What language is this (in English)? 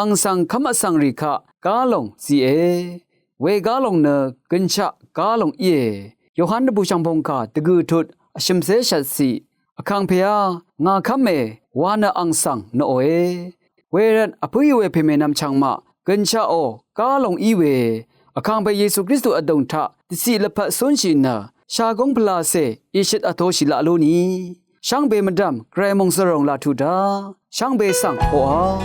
Rawang